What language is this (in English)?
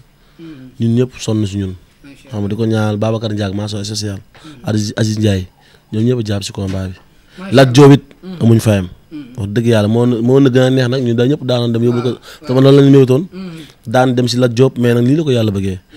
Wolof